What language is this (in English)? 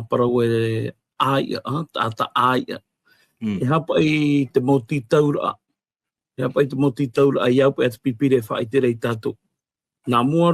Tahitian